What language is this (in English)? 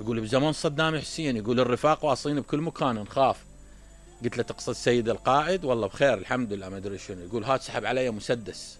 Mesopotamian Arabic